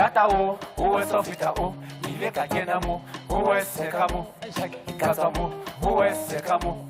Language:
Southern Sotho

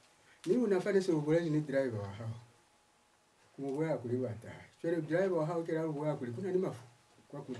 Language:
Lozi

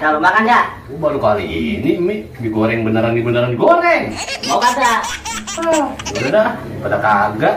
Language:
Betawi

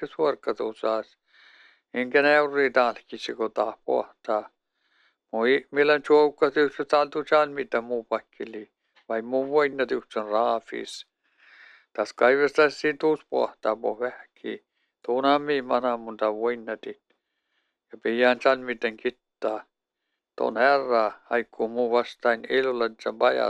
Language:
Finnish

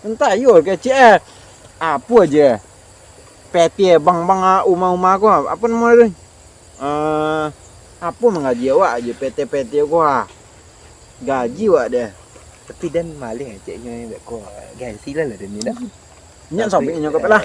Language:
Minangkabau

